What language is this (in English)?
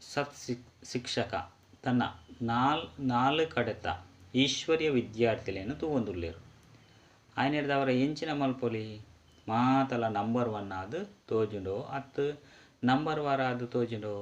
Tulu